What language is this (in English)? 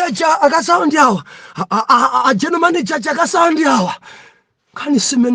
Nyanja